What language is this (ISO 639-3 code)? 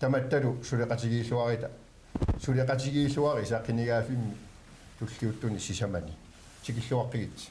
kal